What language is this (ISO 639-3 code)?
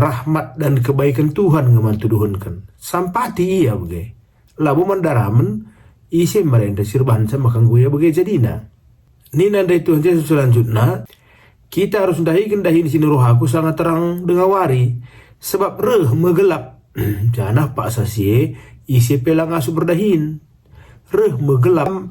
btx